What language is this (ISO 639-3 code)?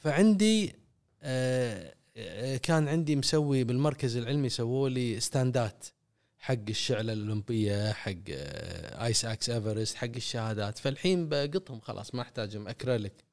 afb